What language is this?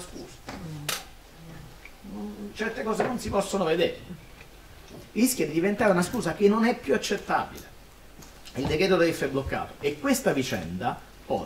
Italian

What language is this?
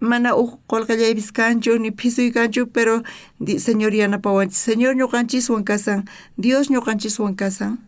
South Bolivian Quechua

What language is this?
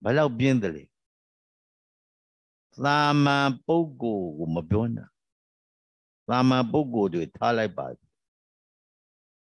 Burmese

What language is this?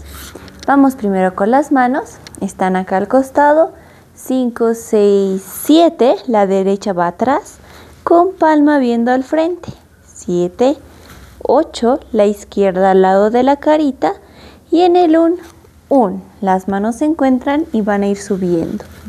Spanish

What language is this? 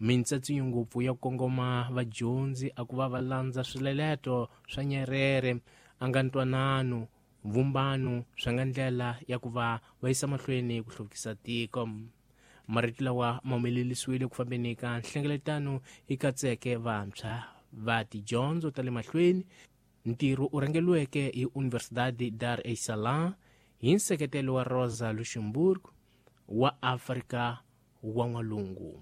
Tsonga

